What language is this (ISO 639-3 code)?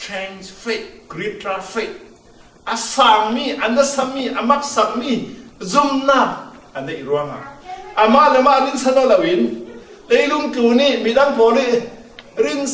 cfm